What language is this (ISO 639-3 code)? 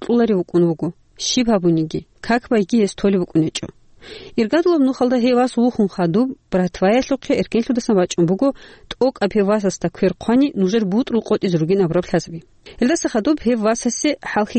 ava